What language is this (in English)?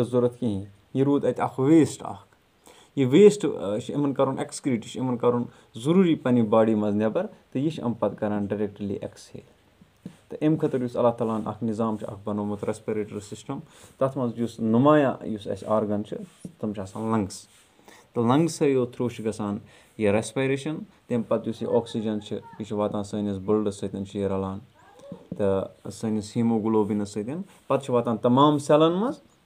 Kashmiri